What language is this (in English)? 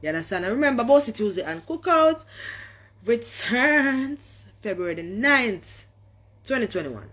Jamaican Creole English